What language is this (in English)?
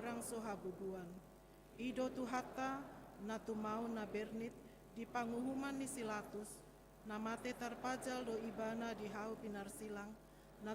Batak Toba